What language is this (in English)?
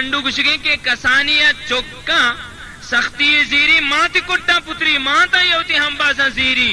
Baluchi